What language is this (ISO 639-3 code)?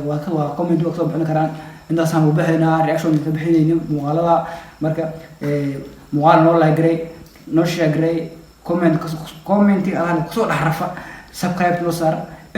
som